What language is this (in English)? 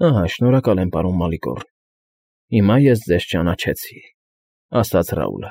Armenian